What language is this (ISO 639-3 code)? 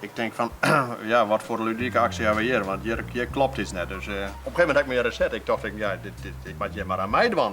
fry